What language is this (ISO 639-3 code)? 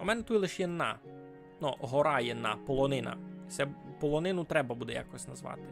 rue